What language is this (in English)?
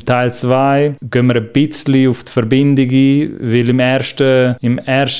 Swiss German